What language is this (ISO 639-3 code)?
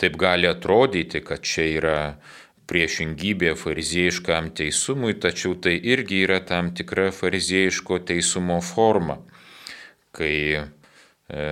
lit